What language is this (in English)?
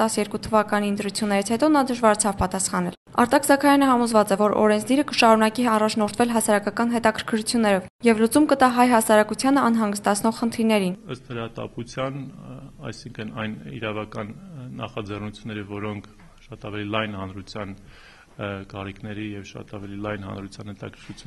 Armenian